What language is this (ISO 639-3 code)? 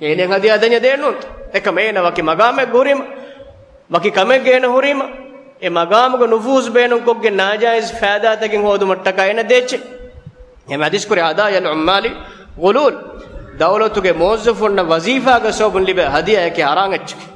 div